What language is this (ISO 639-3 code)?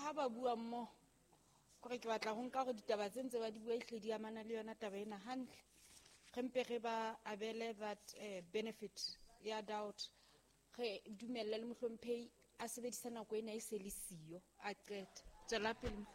sot